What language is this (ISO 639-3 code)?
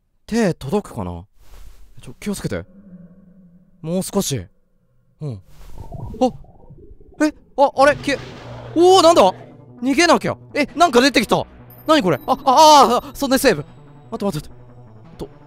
jpn